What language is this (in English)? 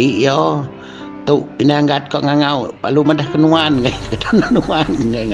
Iban